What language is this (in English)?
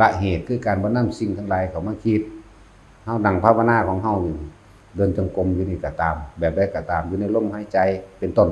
Lao